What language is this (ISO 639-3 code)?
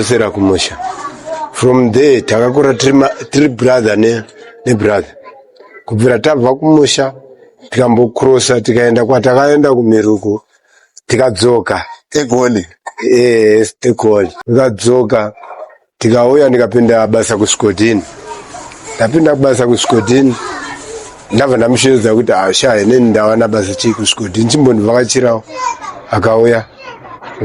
sna